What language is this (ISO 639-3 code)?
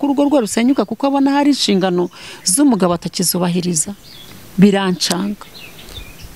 kin